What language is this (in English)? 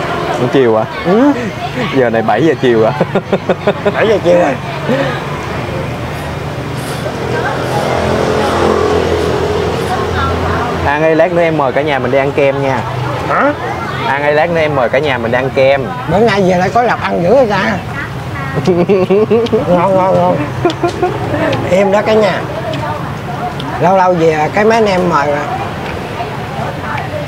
Vietnamese